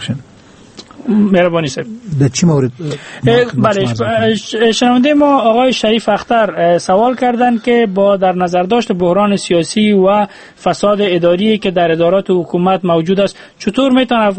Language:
Persian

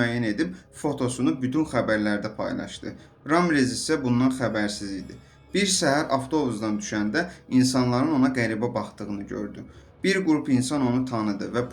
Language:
Azerbaijani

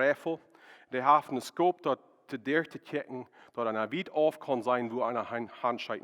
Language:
Plautdietsch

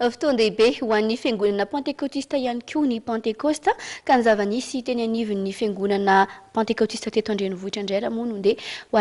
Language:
Malagasy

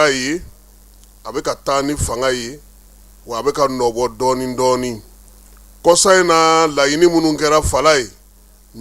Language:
Bambara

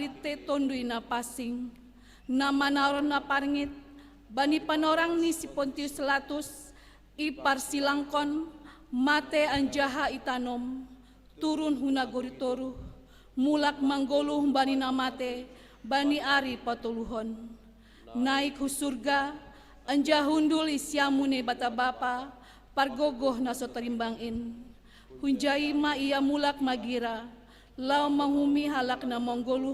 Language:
Batak Simalungun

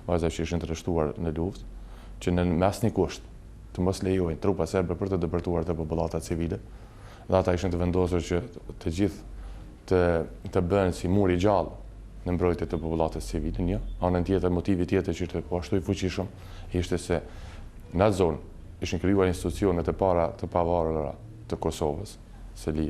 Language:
Albanian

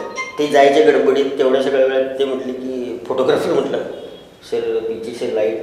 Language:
Marathi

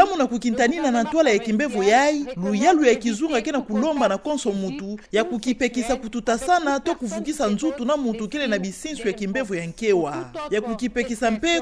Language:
Kituba (Democratic Republic of Congo)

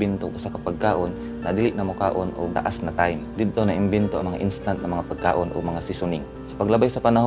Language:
Cebuano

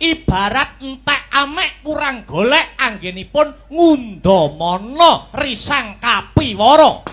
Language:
Javanese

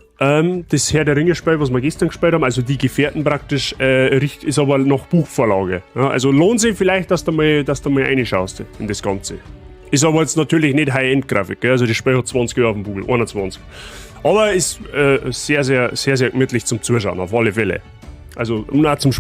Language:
Bavarian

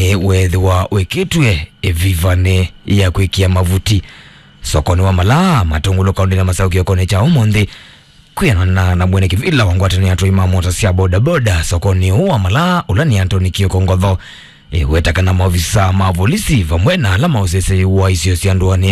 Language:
Kamba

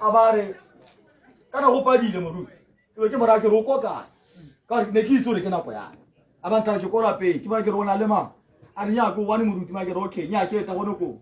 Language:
Tswana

